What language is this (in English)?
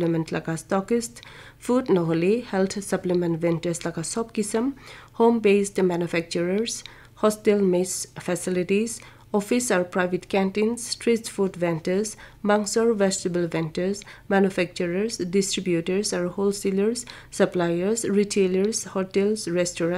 Naga Pidgin